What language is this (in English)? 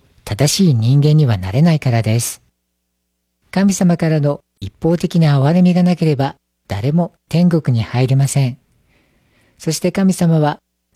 Japanese